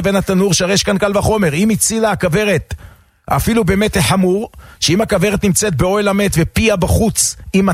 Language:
Hebrew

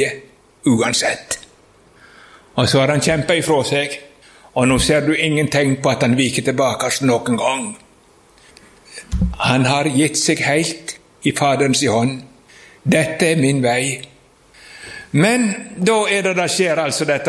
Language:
Norwegian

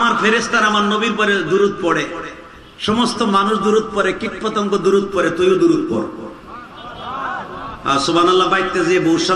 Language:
Bangla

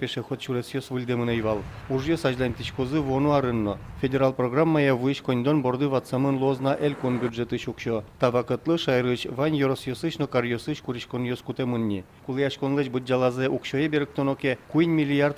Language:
Udmurt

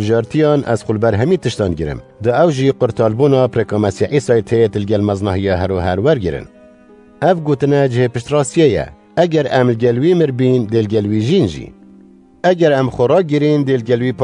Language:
Kurdish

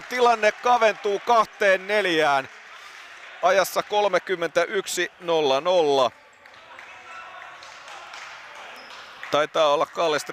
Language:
Finnish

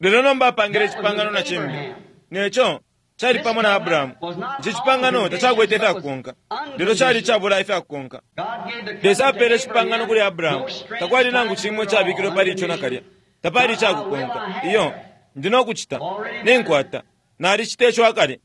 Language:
Bemba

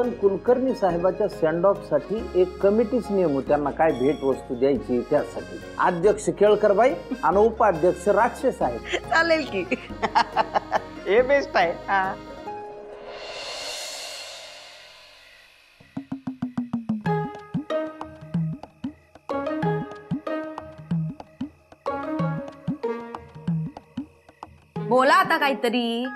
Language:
Marathi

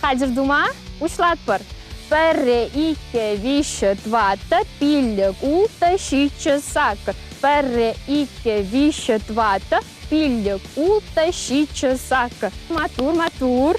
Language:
Chuvash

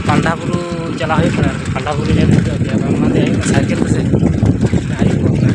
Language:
Santali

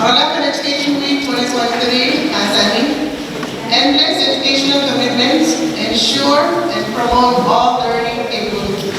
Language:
Pohnpeian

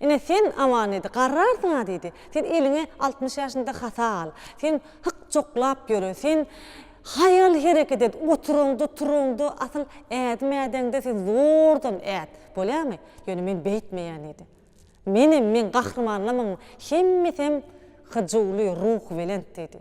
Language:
Turkmen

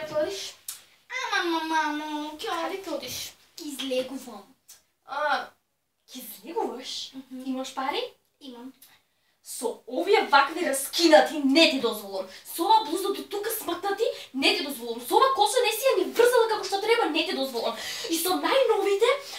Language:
Macedonian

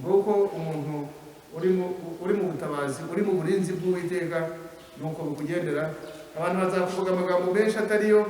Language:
Kinyarwanda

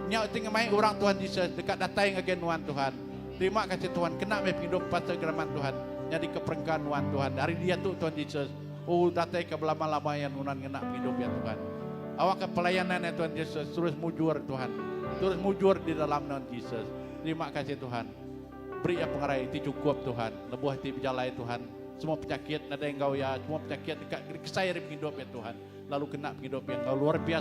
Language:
Iban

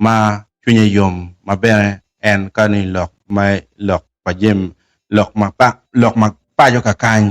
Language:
Acoli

